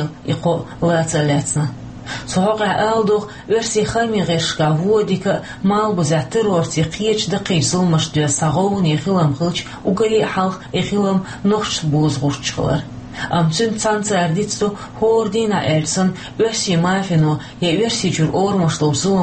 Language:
Chechen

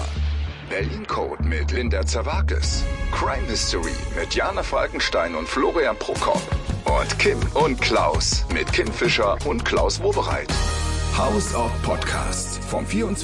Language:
German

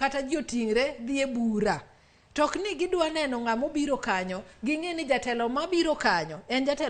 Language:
Luo (Kenya and Tanzania)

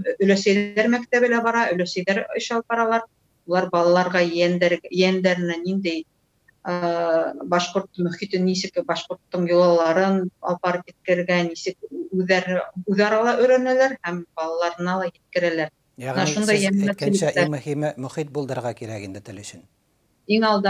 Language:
Tatar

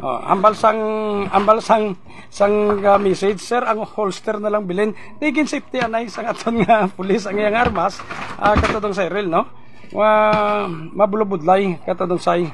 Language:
Hiligaynon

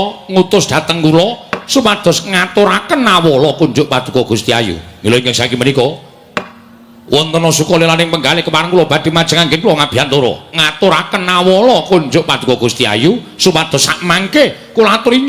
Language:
Javanese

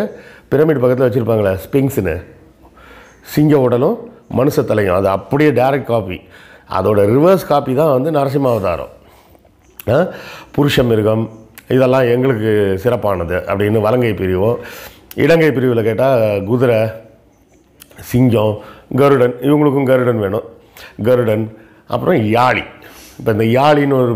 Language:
Tamil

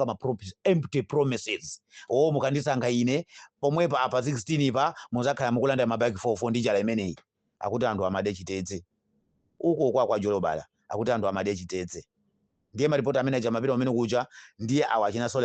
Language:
Nyanja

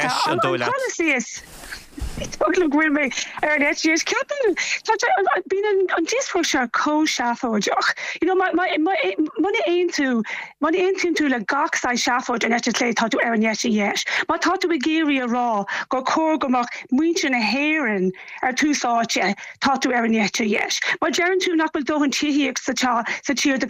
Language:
Irish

